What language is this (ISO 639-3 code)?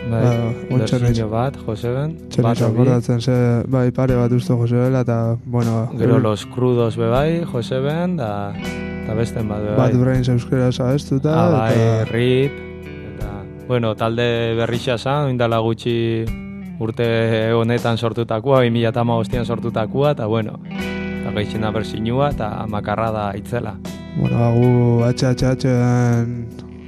eus